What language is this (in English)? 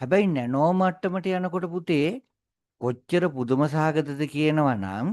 Sinhala